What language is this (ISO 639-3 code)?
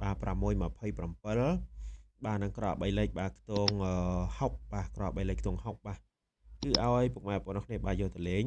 khm